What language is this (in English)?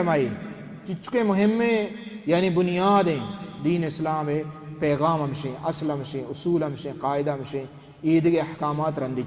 Baluchi